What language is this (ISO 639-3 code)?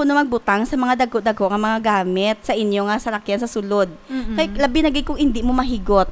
hil